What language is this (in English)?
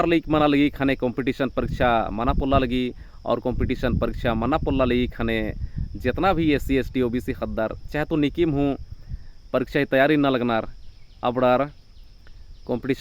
Kurukh